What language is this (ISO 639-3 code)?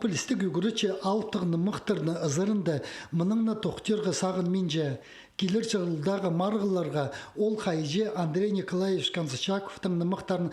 kjh